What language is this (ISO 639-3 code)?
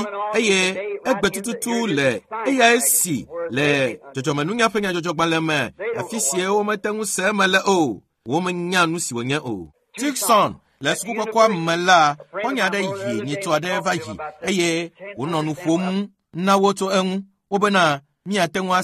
ewe